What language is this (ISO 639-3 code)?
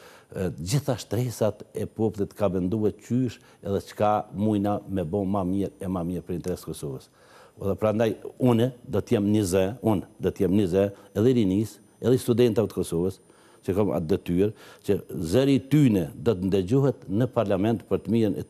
sqi